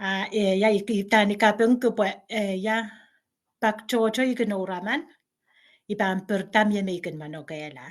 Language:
Pohnpeian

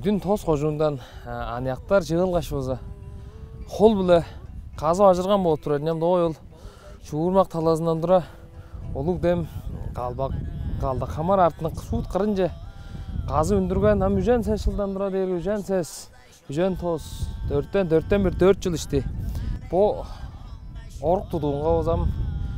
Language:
Tuvinian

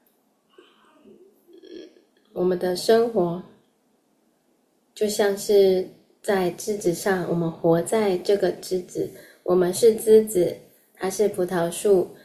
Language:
Chinese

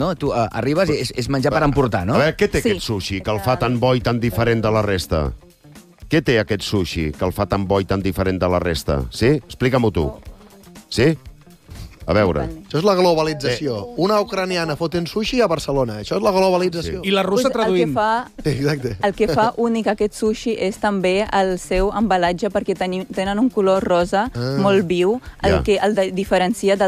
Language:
Catalan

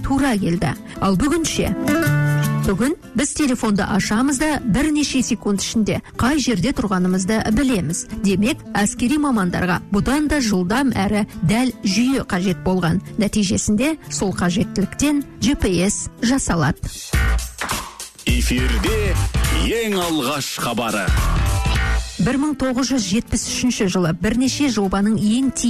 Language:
Kazakh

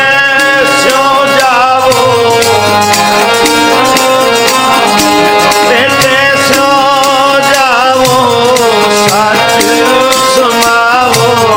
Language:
Hindi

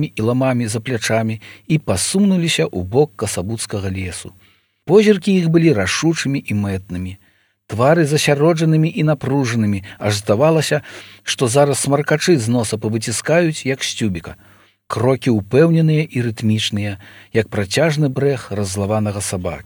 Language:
Belarusian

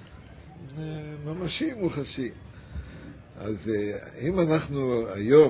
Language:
Hebrew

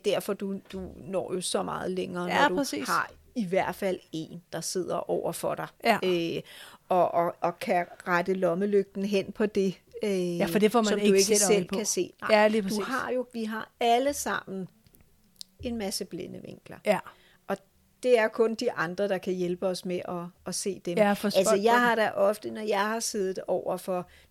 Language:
Danish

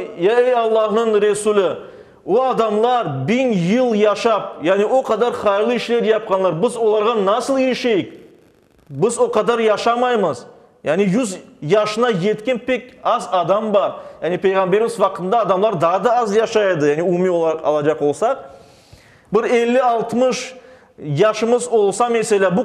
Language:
Crimean Tatar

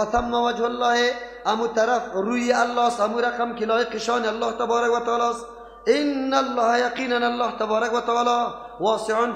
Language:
Persian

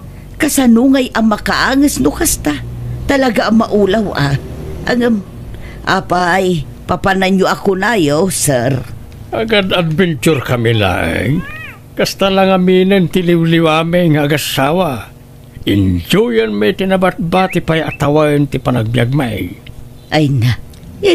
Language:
Iloko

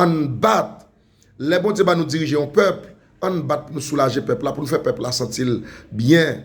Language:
Haitian Creole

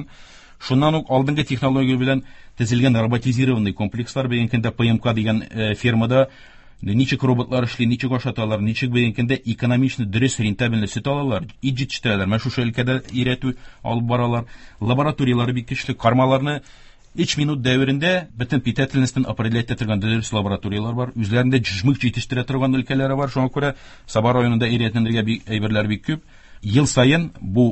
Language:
Tatar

